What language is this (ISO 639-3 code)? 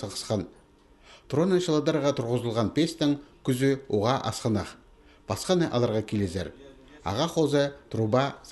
kjh